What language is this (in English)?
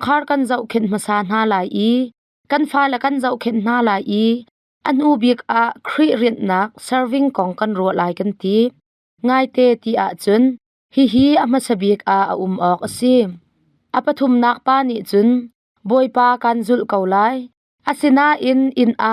Hakha Chin